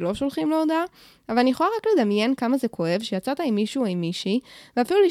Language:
Hebrew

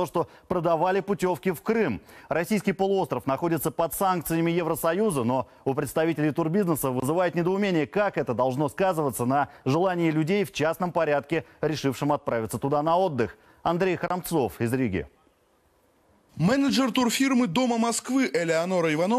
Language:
Russian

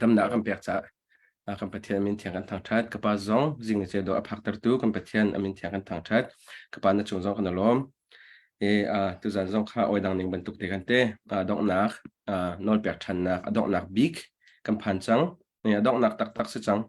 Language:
Hakha Chin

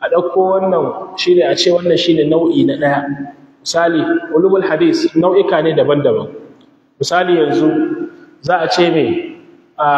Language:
Hausa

